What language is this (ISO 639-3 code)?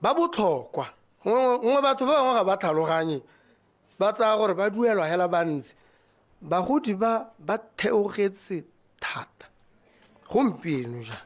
tsn